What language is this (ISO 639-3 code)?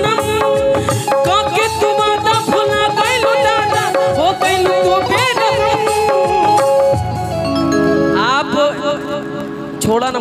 bho